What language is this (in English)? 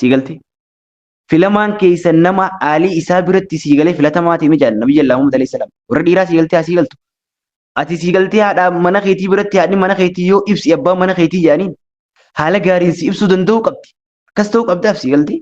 Oromo